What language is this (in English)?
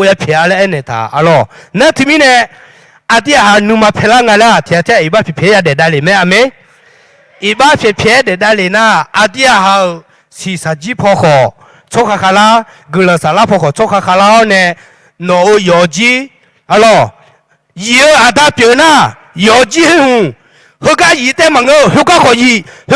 Akha